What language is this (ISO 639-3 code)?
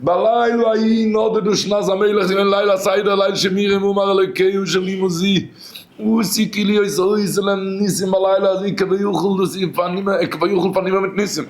yid